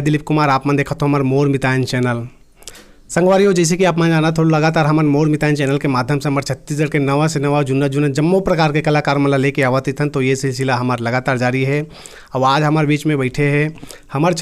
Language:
Chhattisgarhi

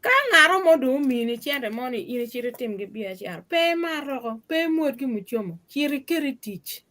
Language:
Acoli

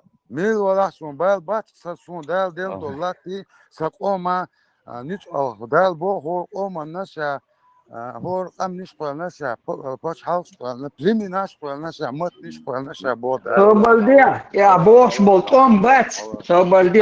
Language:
Chechen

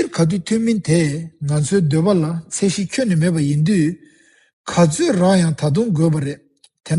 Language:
Tibetan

